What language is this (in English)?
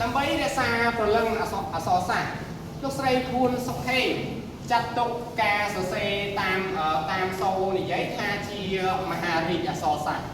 Khmer